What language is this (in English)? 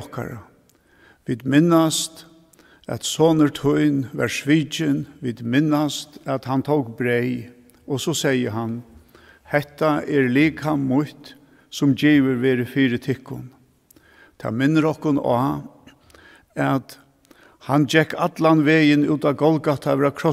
Faroese